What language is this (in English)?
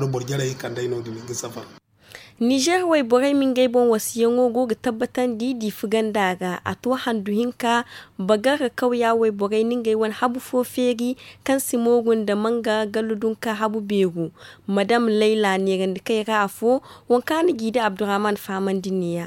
Zarma